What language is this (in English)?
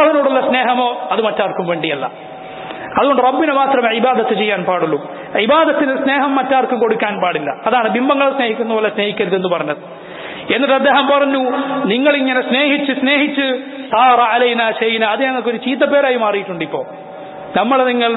Malayalam